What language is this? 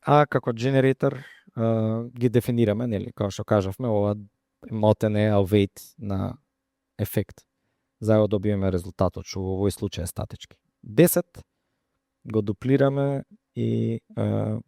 Macedonian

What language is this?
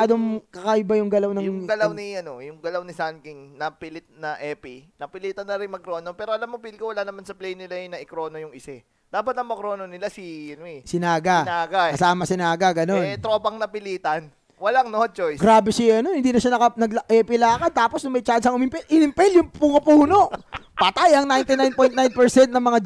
Filipino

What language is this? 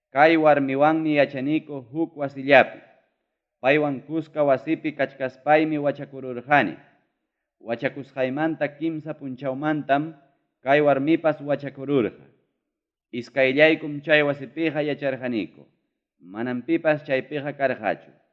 Ayacucho Quechua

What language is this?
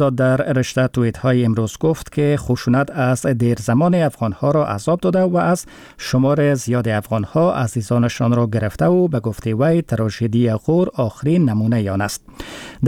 Persian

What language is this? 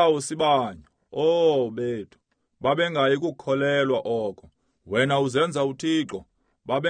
Xhosa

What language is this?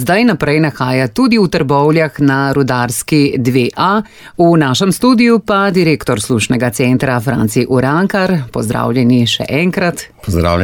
Slovenian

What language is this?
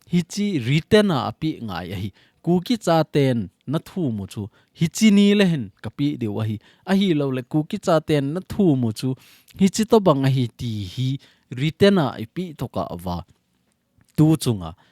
Thado Chin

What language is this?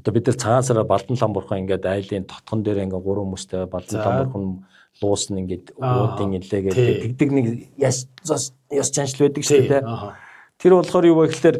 Mongolian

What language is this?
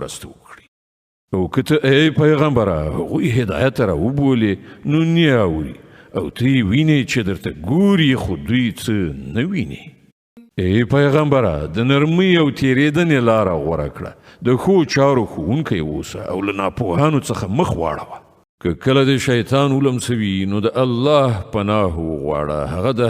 Pashto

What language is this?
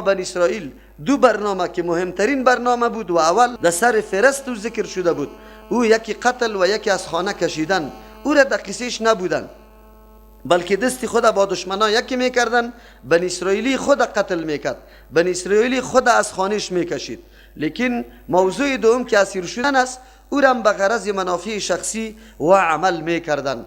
Persian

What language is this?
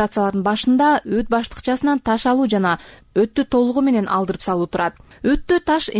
Kyrgyz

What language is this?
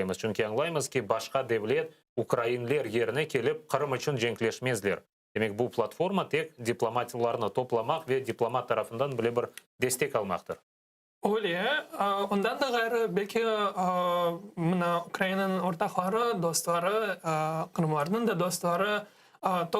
Crimean Tatar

